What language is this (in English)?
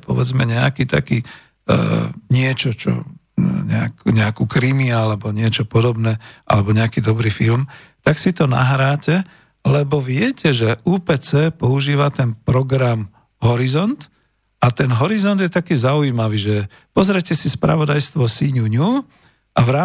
Slovak